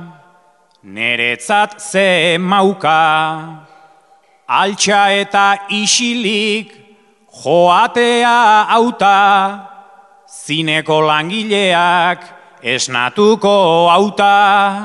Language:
Basque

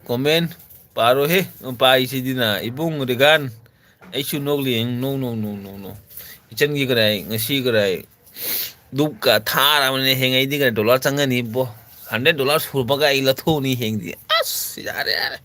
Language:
Manipuri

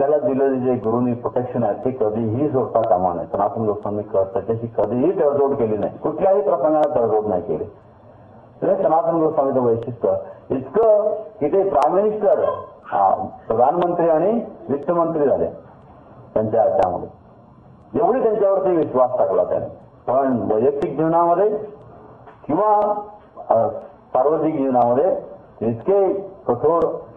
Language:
Marathi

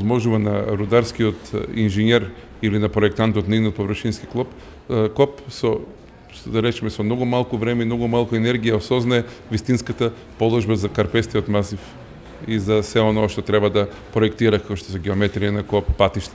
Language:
Macedonian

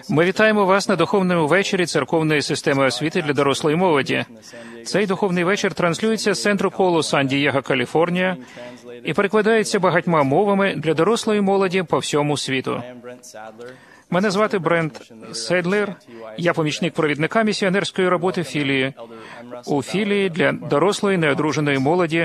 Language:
Ukrainian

